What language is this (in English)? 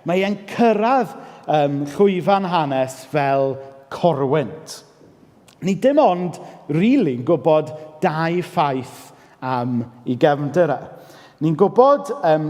Welsh